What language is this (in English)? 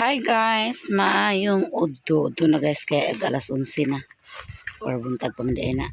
Cebuano